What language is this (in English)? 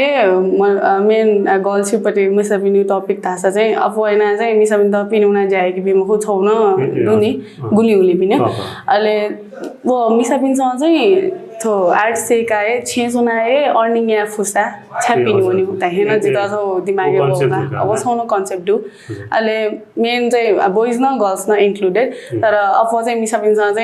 Newari